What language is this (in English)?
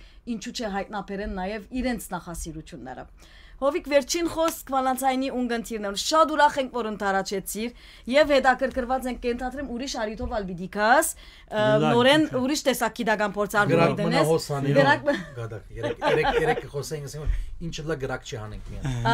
Western Armenian